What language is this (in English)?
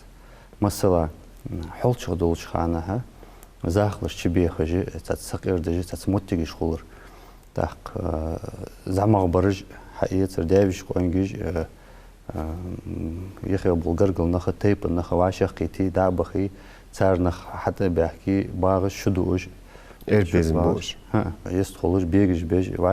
Ingush